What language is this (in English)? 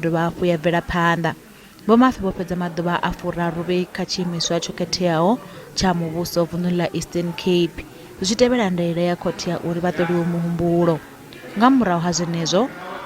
Venda